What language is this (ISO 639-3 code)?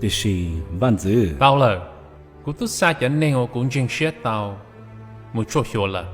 hmn